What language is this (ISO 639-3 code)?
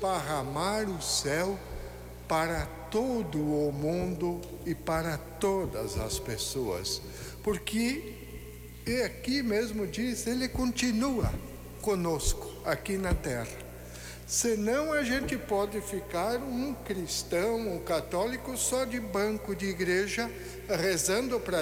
por